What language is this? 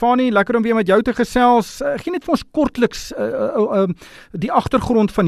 Afrikaans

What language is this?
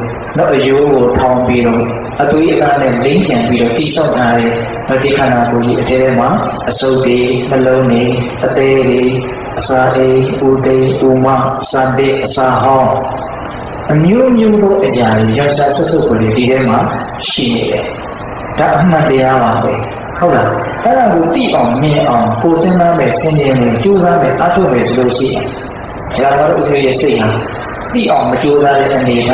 Burmese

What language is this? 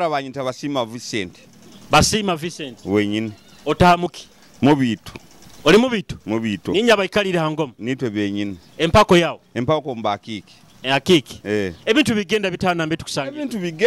Nyoro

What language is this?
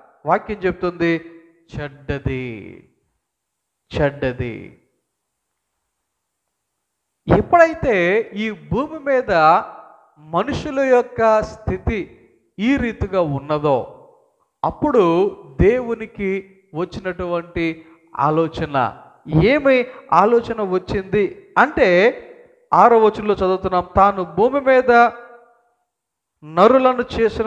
Telugu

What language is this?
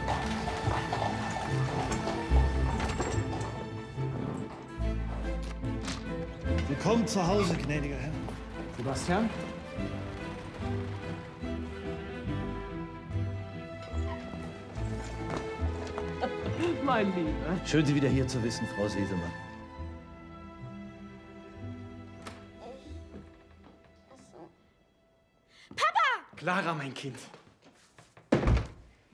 German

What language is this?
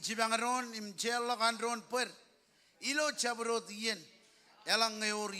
Marshallese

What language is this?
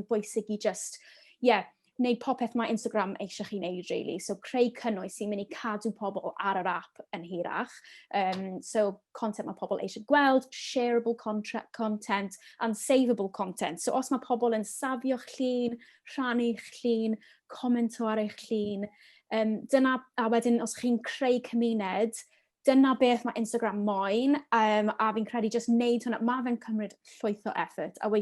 Welsh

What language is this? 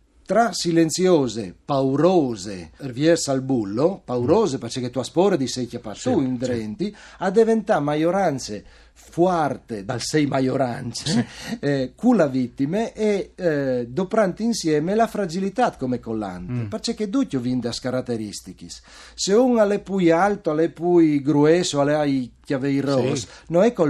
Friulian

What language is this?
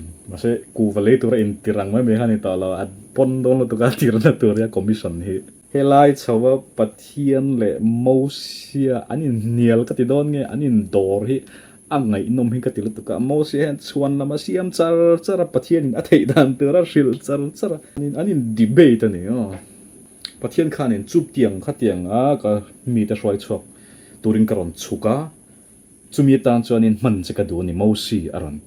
Mizo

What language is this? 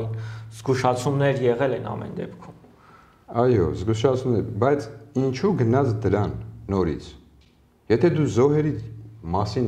Armenian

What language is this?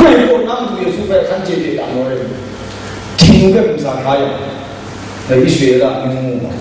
Kachin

